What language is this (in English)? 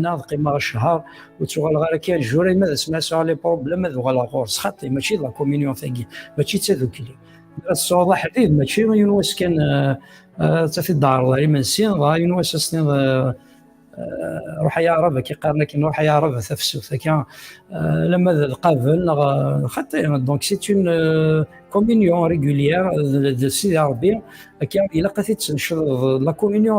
Kabyle